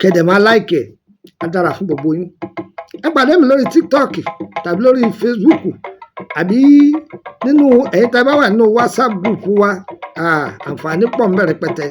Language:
Yoruba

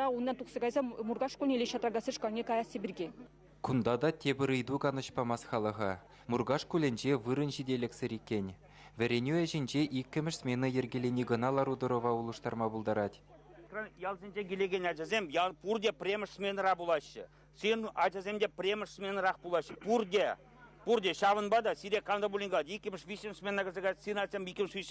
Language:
Chuvash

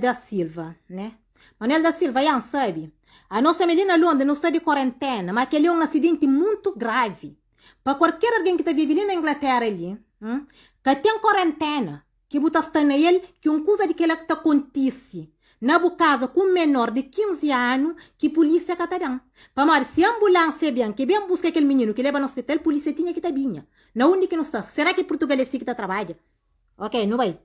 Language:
Kabuverdianu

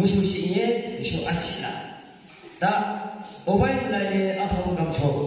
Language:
Yimchungru Naga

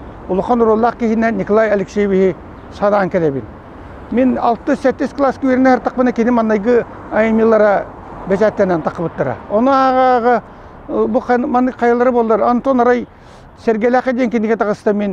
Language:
Yakut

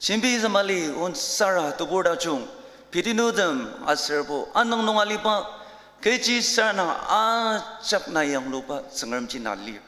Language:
Ao Naga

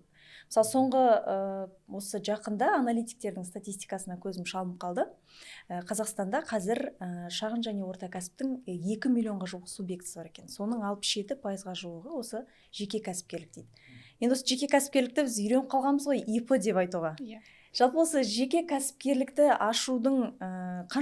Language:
Kazakh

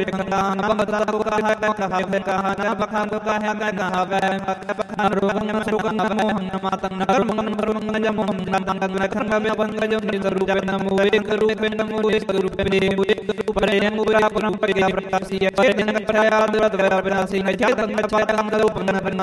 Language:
Hindi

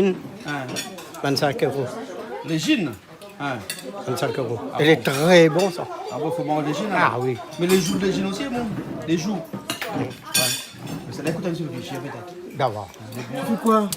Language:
Réunion Creole French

